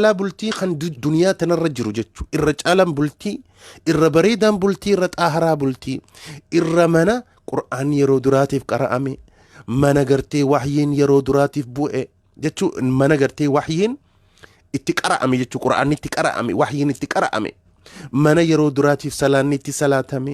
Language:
Oromo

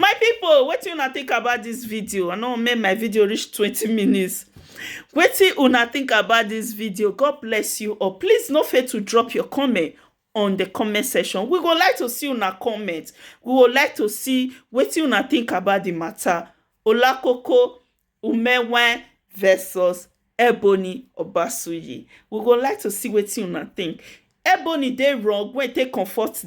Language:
Nigerian Pidgin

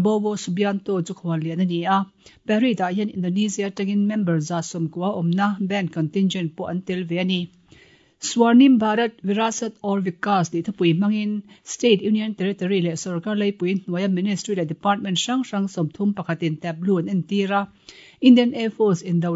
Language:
Mizo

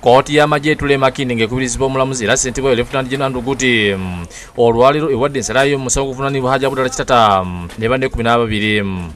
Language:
Ganda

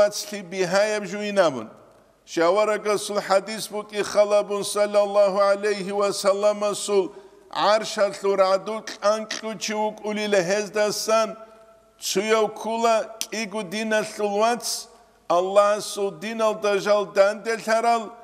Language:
Avaric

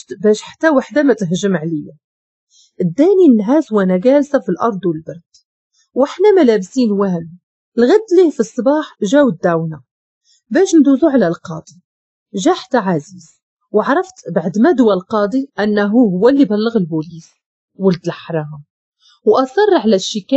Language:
Moroccan Arabic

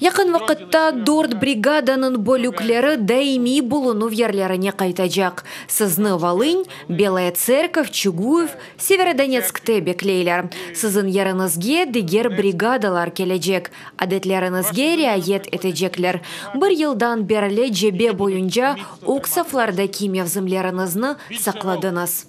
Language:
Crimean Tatar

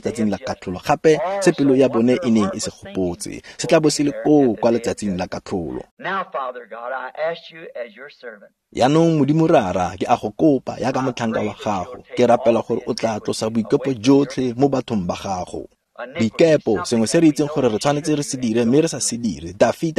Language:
Tswana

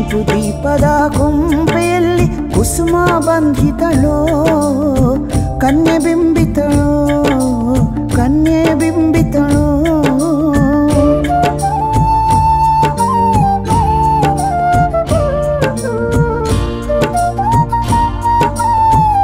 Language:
Kannada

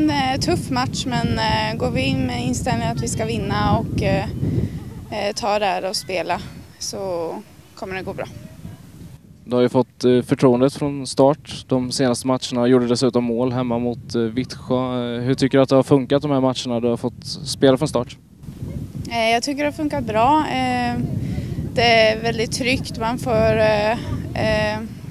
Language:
Swedish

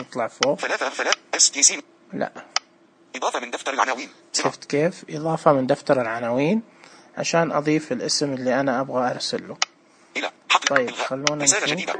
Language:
Najdi Arabic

